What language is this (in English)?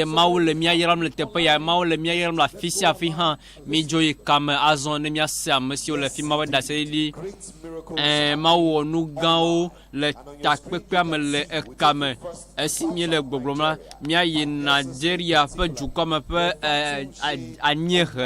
Ewe